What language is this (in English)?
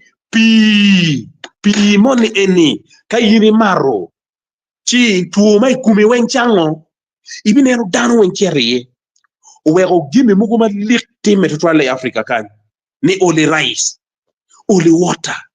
Acoli